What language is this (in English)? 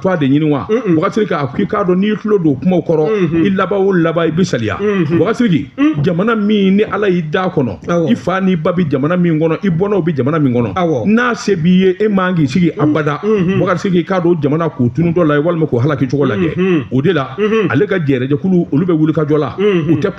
Bambara